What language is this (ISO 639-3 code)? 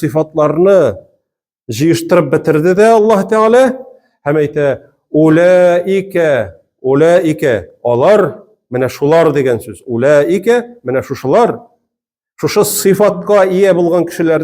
tat